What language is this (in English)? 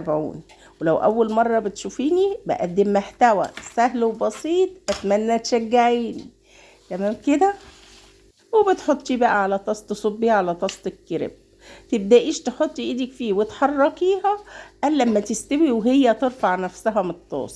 Egyptian Arabic